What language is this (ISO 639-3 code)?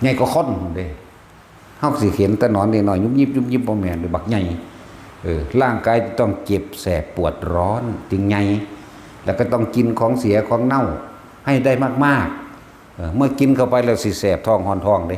tts